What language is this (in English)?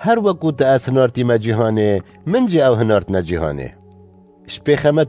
Kurdish